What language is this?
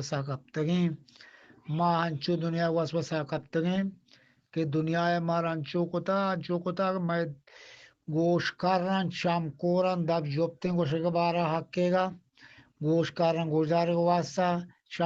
Eastern Balochi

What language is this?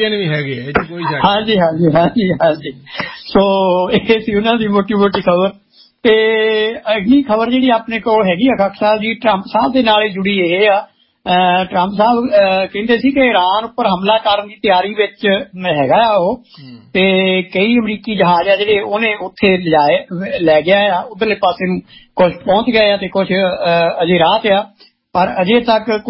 Punjabi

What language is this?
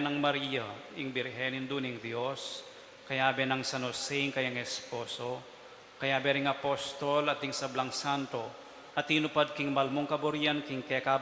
Pampanga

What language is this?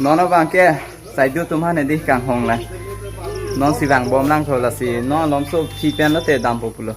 Karbi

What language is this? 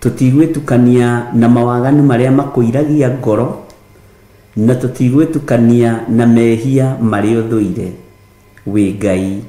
Kikuyu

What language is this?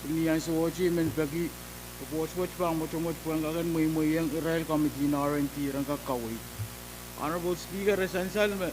Pohnpeian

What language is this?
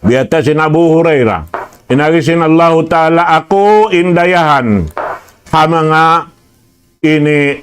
Tausug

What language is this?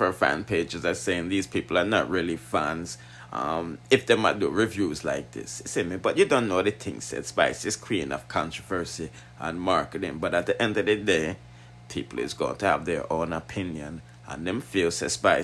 Jamaican Creole English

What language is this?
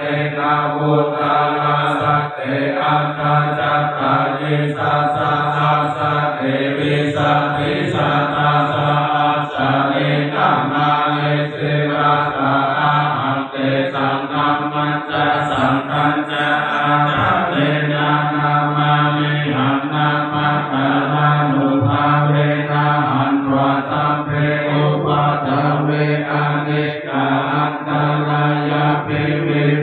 Pali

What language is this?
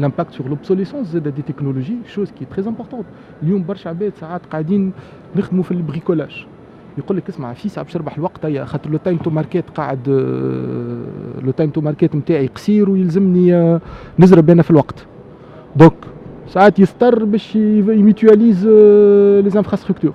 Tunisian Arabic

